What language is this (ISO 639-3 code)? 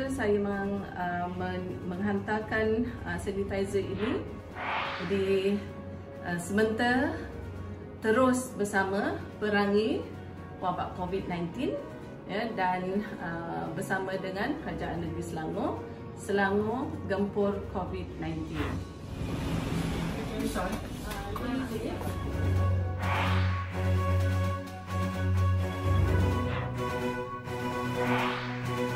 msa